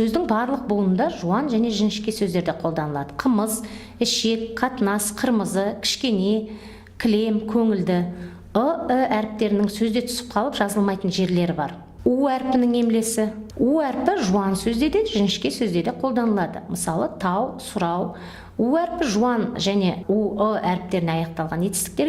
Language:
Kazakh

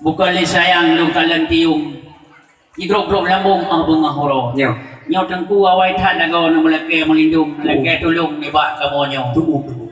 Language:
Achinese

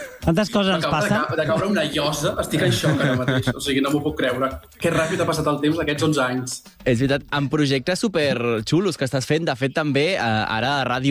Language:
Catalan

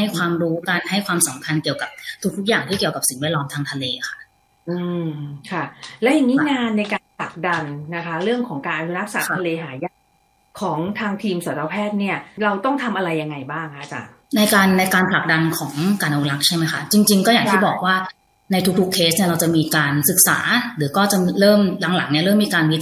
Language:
Thai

